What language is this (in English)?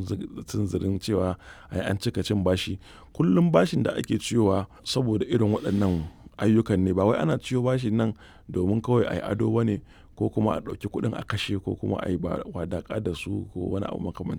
Hausa